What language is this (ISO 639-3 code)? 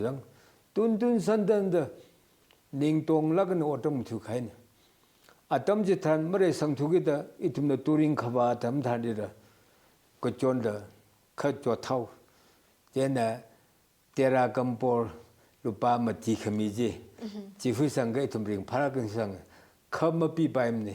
nmf